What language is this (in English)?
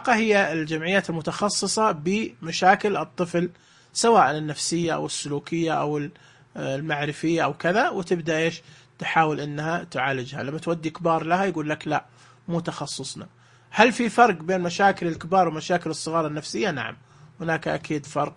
Najdi Arabic